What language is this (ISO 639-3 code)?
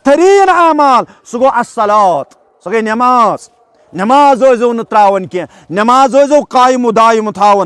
kas